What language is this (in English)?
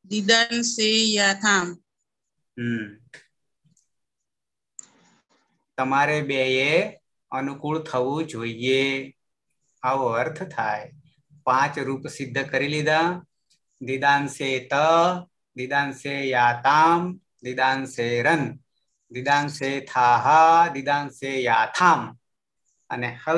Gujarati